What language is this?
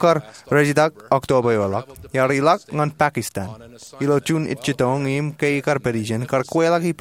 Marshallese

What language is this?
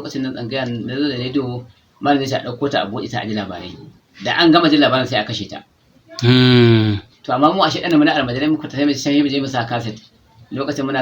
Hausa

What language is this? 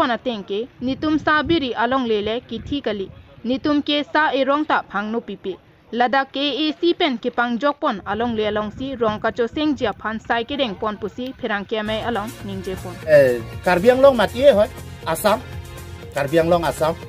Karbi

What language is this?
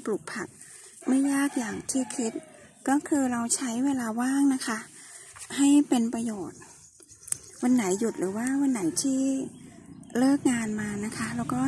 Thai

